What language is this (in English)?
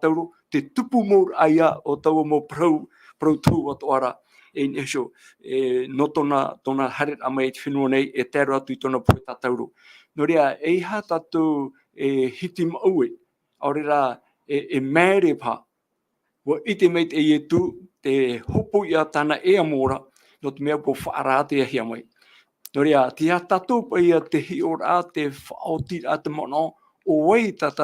Tahitian